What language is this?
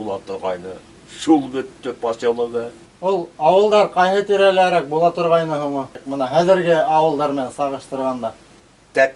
Bashkir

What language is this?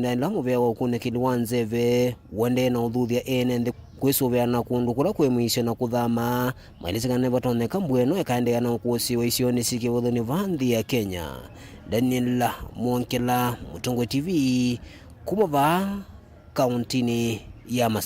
Kamba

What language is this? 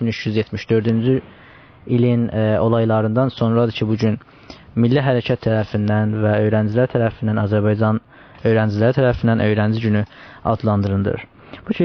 South Azerbaijani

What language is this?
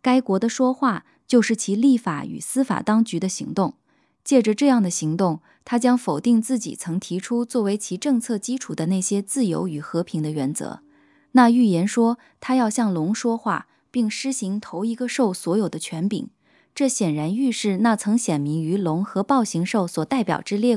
Chinese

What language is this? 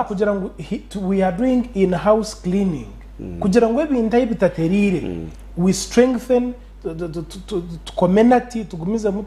Nyankole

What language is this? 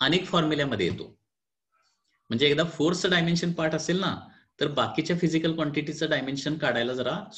Marathi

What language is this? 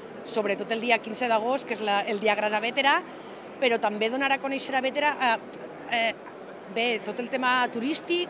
Catalan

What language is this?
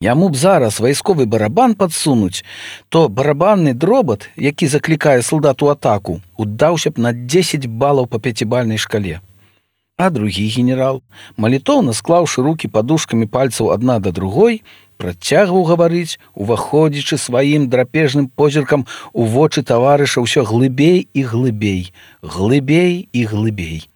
Belarusian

